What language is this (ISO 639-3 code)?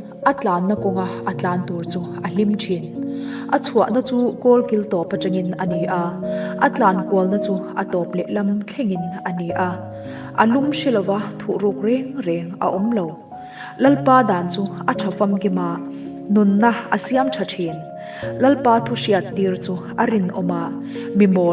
lus